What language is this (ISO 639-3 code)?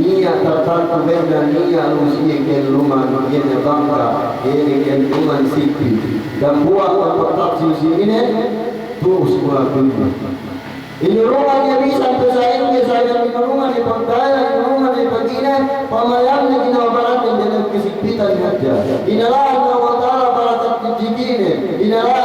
yka